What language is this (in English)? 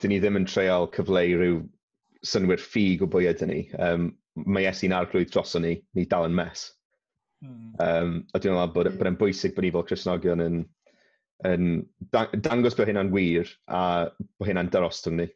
Welsh